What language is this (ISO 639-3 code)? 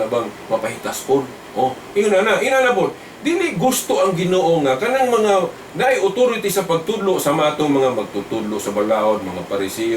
ceb